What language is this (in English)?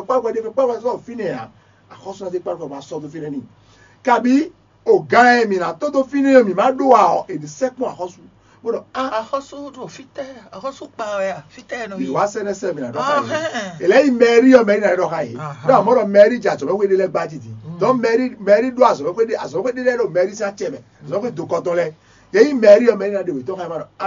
Fon